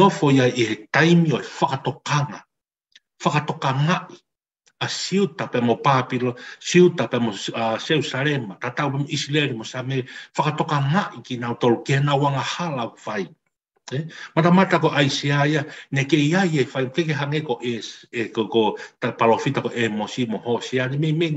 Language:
Tongan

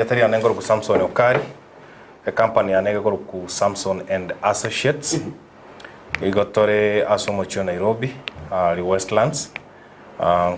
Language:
Gusii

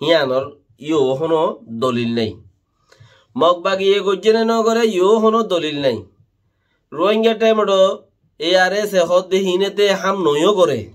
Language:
Rohingya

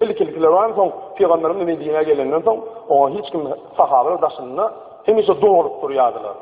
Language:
Turkmen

